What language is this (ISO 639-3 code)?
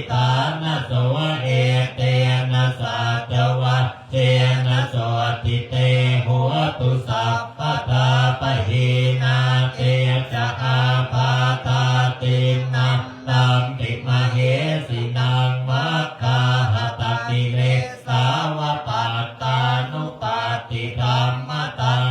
pli